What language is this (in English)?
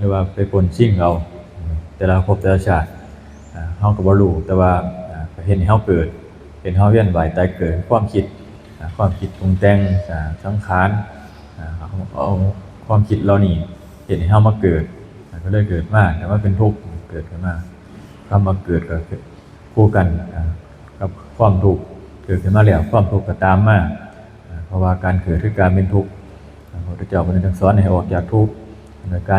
Northeastern Thai